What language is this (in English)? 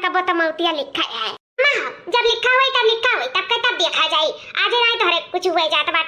Awadhi